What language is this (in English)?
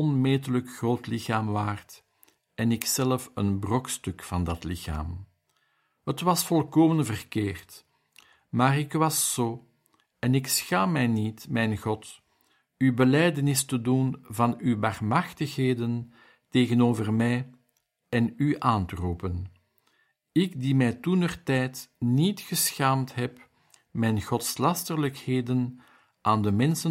Dutch